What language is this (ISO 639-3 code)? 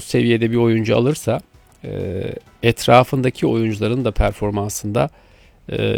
tur